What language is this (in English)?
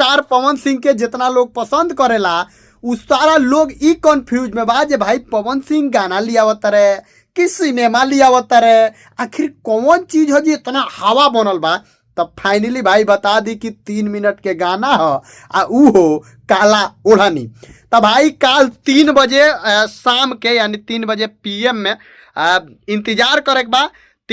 Bhojpuri